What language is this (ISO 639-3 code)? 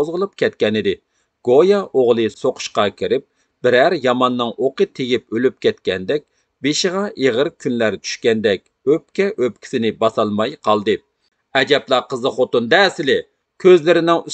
uig